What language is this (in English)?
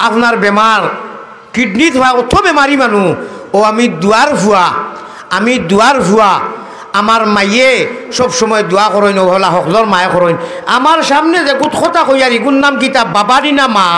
Sylheti